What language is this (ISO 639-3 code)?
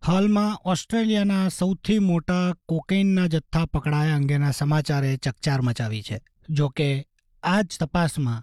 guj